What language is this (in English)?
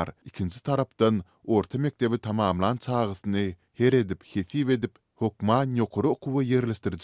Turkmen